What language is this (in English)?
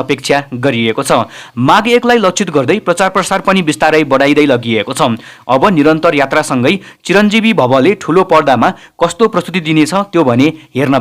Nepali